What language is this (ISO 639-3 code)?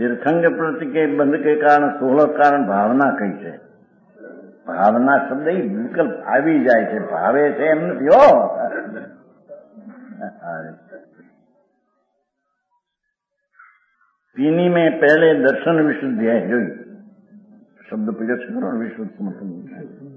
guj